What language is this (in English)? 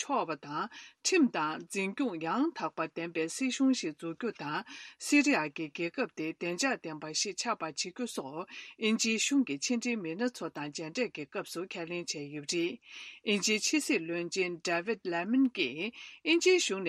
Tibetan